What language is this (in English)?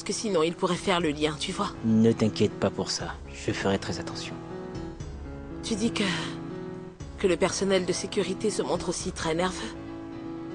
French